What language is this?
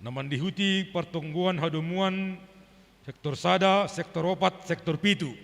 Batak Simalungun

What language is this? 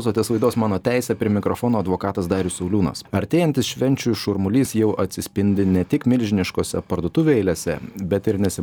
Lithuanian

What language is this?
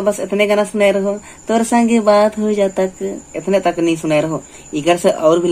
Sadri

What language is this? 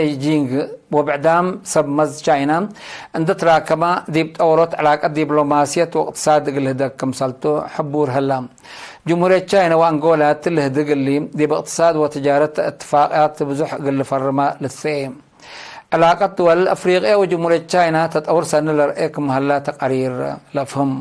Tigre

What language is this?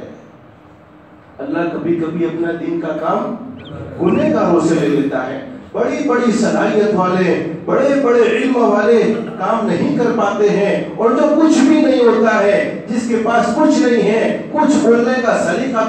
Urdu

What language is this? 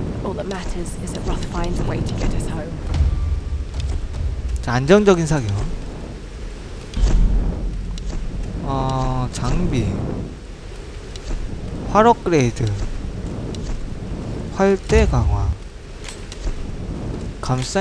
Korean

